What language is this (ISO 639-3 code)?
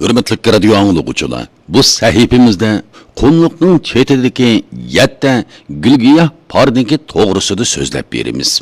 uig